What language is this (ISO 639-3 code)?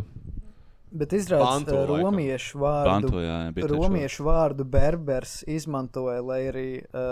lav